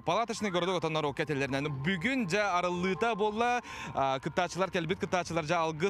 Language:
Yakut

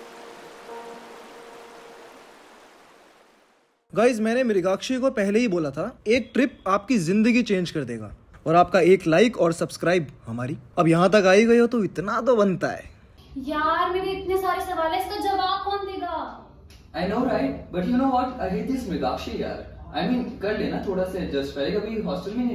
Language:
Hindi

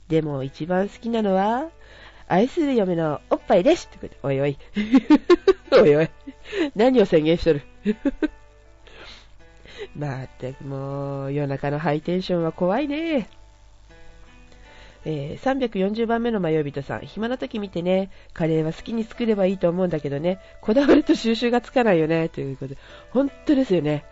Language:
Japanese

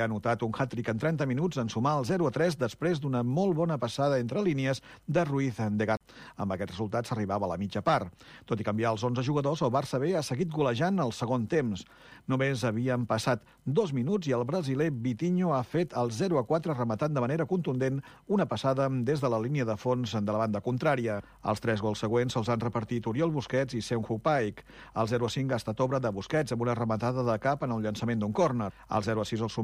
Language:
Catalan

